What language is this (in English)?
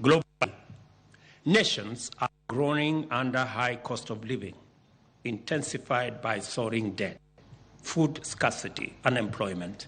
Luo (Kenya and Tanzania)